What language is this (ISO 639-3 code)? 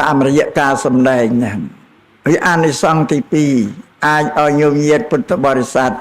khm